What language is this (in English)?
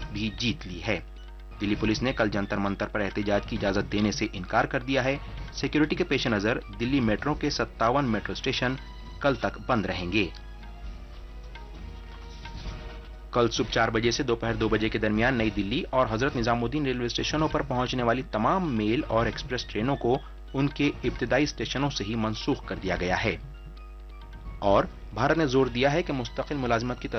Urdu